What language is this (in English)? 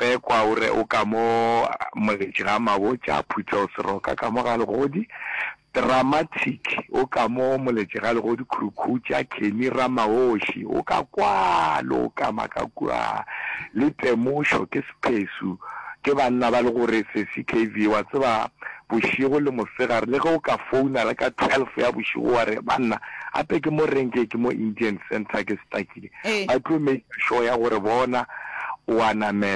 Northern Sotho